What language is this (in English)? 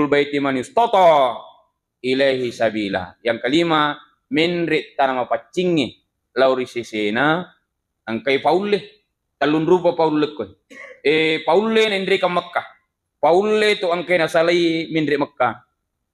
Buginese